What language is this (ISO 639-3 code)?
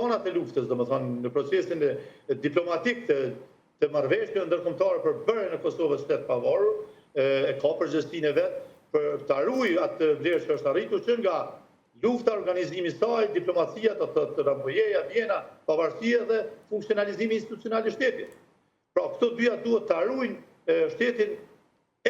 sqi